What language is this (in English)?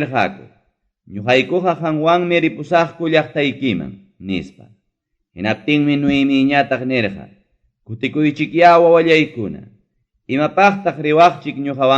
Ayacucho Quechua